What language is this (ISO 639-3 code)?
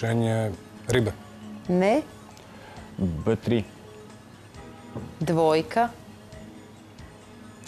srp